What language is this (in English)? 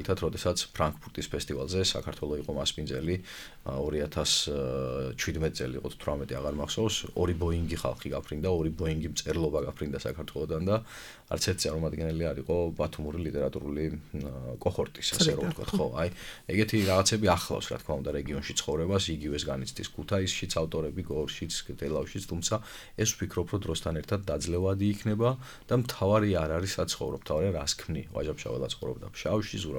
Georgian